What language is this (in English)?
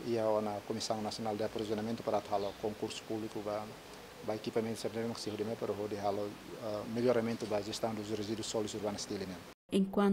Tetum